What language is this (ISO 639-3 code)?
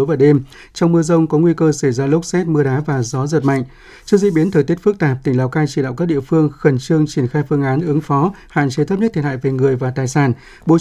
vie